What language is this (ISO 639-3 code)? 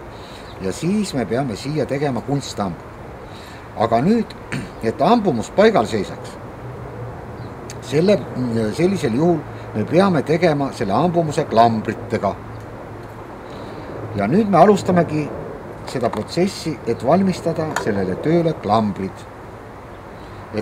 est